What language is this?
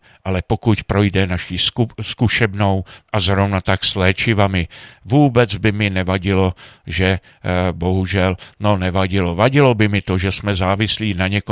Czech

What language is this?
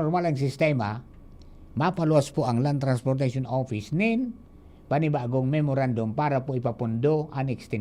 Bikol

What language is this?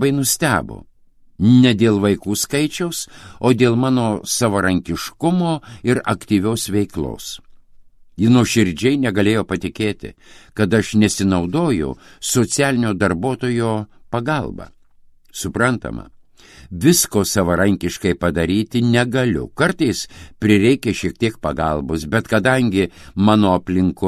Lithuanian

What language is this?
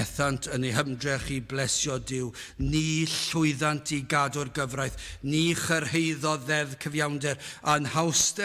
Welsh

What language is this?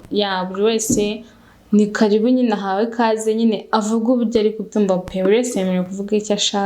Kinyarwanda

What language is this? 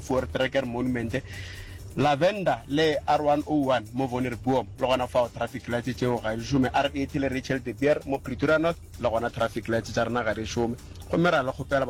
Northern Sotho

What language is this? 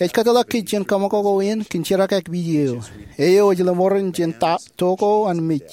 Marshallese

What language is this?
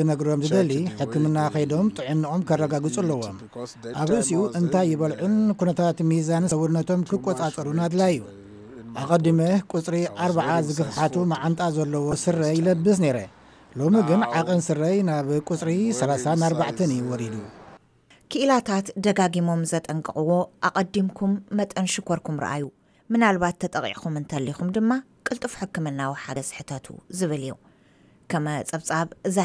Tigrinya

